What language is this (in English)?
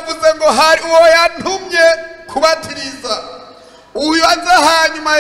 Rundi